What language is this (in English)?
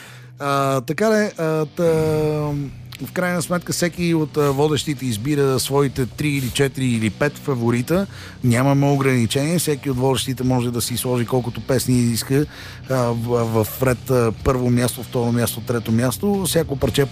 Bulgarian